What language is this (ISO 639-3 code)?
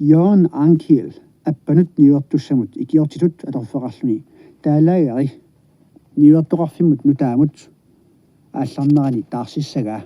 kal